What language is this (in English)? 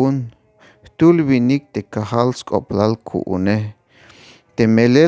Tzeltal